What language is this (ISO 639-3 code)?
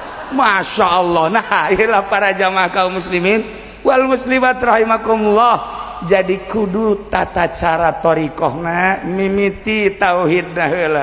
sun